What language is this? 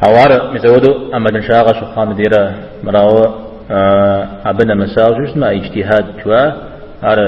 Kabardian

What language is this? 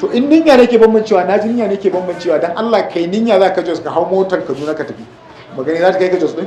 Hausa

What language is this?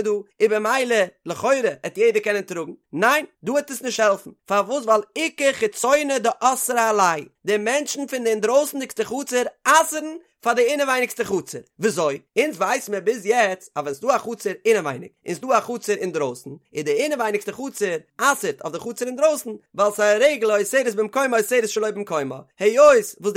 Yiddish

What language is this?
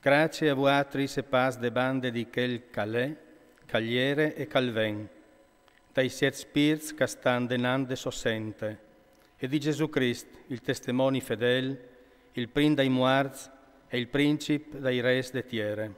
Friulian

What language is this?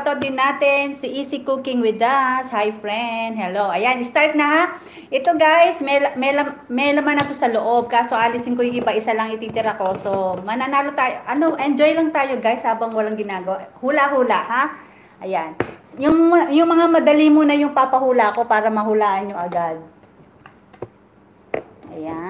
Filipino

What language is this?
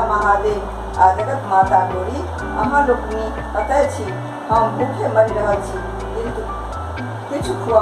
Maithili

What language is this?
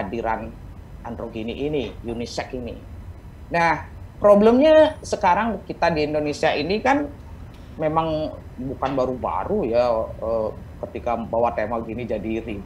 Indonesian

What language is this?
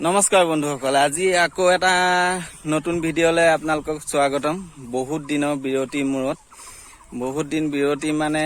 Assamese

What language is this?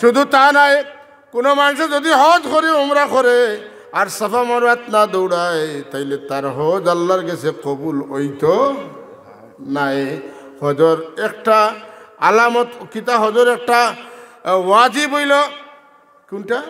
Sylheti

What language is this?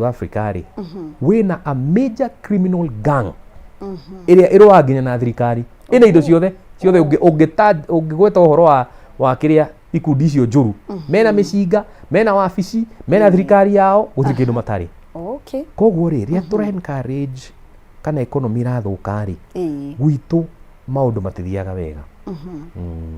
Kikuyu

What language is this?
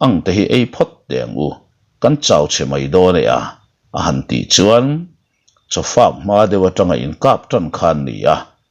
Mizo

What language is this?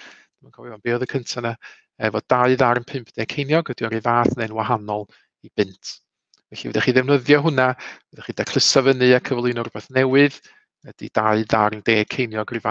Welsh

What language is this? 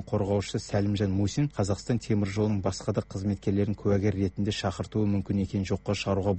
Kazakh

